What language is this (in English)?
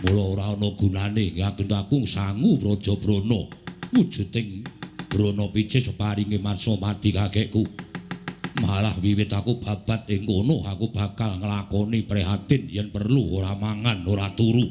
Javanese